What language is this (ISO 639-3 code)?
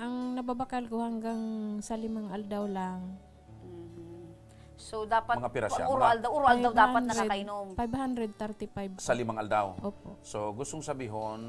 bik